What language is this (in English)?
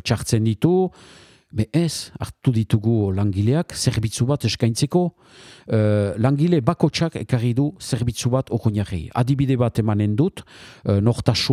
Basque